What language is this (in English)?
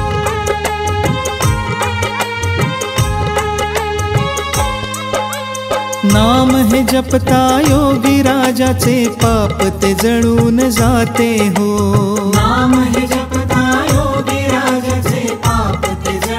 Marathi